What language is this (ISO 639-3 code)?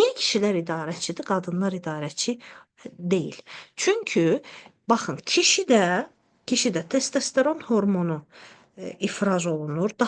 aze